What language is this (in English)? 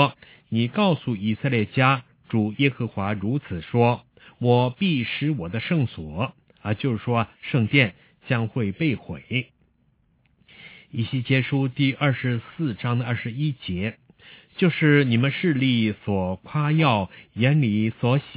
Chinese